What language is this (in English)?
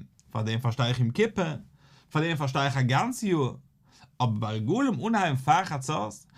Yiddish